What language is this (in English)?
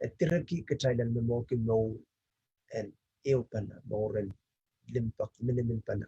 Pohnpeian